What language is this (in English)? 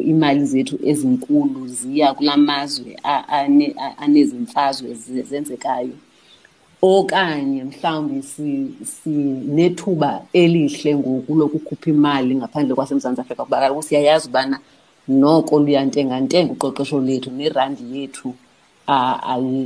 Xhosa